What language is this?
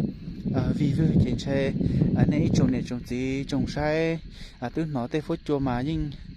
Hmong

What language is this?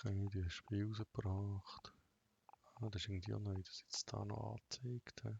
Swiss German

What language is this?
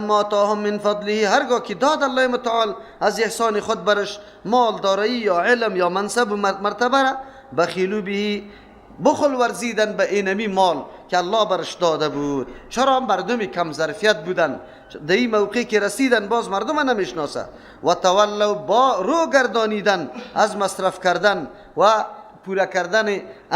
Persian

